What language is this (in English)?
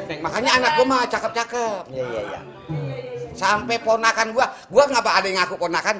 Betawi